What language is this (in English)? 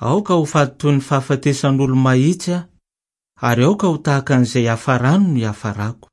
Malagasy